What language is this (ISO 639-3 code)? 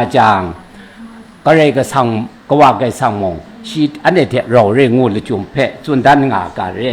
kac